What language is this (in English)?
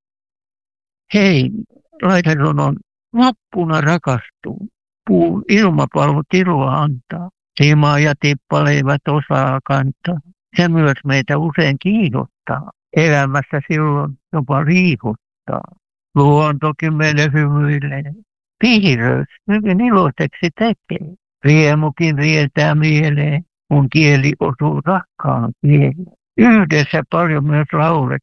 Finnish